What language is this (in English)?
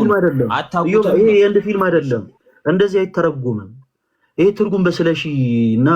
Amharic